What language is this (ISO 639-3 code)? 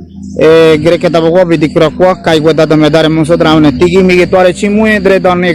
gym